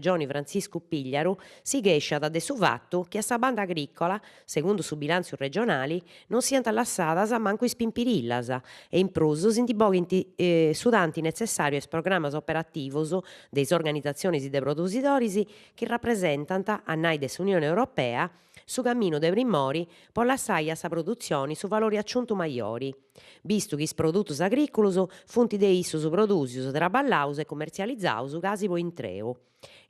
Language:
Sardinian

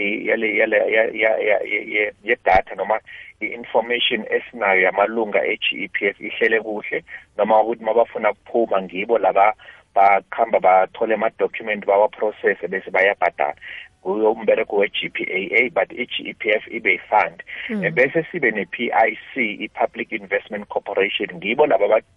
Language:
South Ndebele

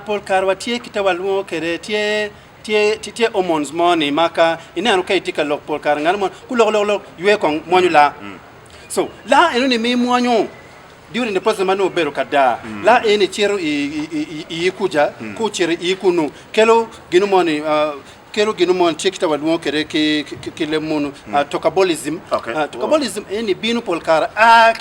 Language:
Acoli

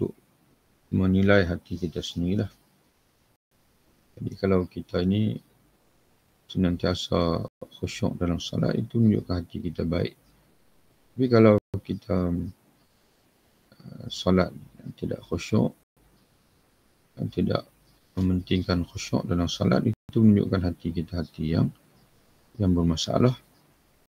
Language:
Malay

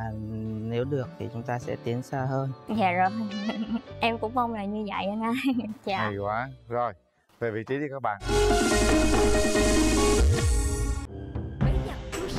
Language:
Vietnamese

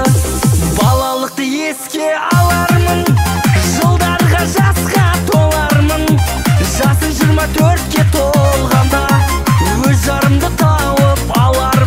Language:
Kazakh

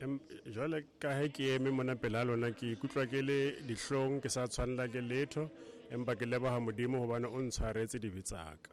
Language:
Southern Sotho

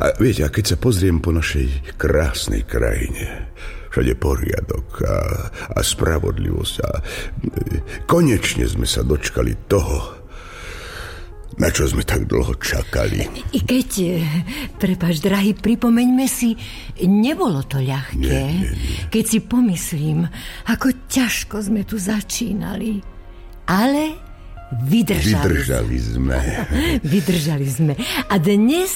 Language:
Slovak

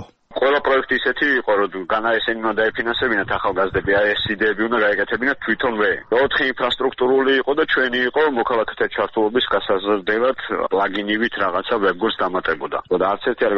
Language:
Georgian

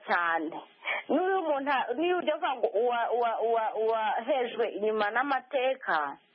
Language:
Kinyarwanda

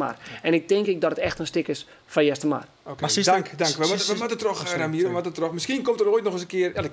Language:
Western Frisian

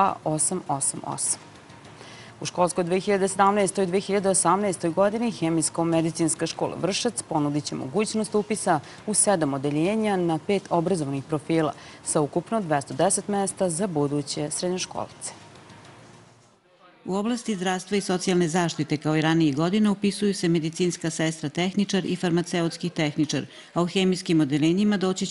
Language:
Serbian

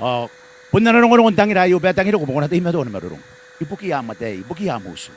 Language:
Gilbertese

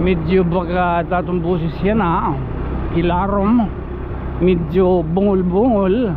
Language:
Waray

